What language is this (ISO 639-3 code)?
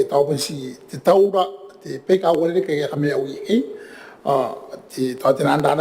gil